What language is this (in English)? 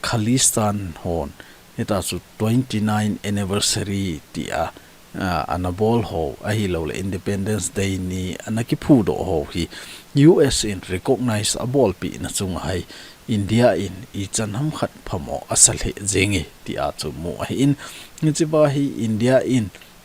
Thado Chin